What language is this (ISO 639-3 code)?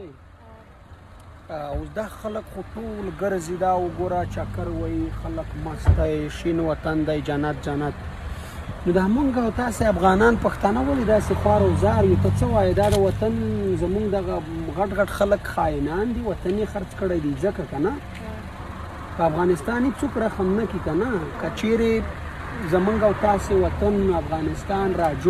pus